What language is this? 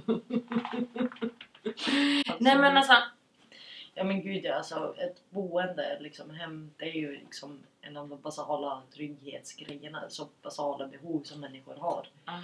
Swedish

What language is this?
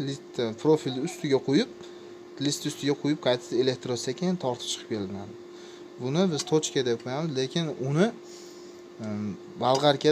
Uzbek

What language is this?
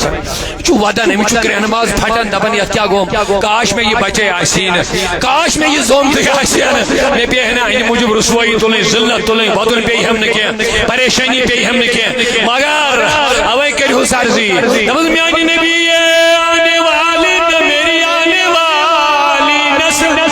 Kashmiri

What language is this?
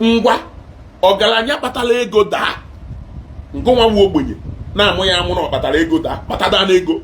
Igbo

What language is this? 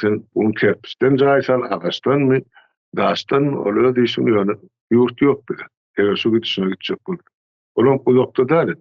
Turkmen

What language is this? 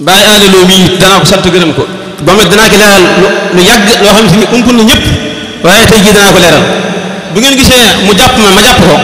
Wolof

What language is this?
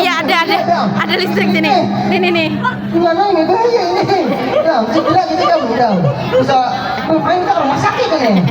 Banjar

